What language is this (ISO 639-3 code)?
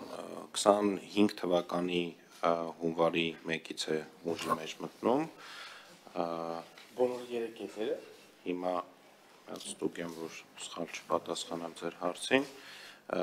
hye